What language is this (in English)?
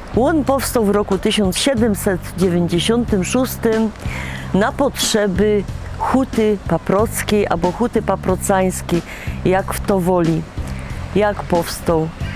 Silesian